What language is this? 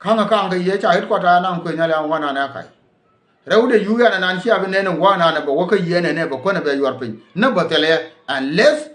Nuer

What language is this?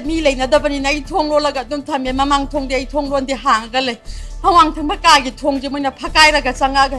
Manipuri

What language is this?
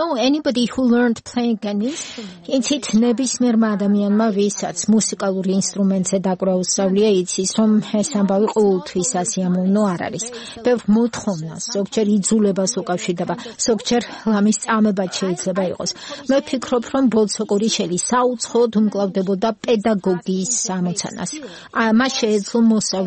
Georgian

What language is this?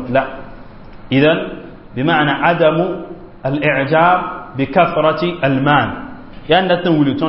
Mossi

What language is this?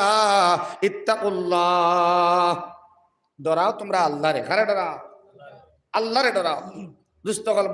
Sylheti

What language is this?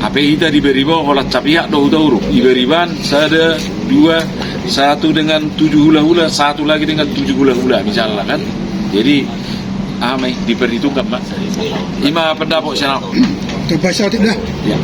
Batak Toba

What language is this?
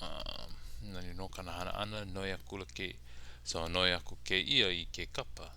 Hawaiian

